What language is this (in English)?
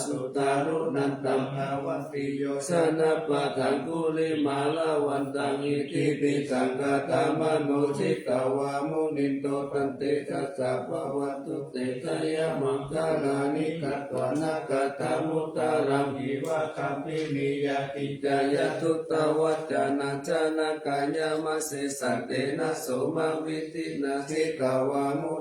Pali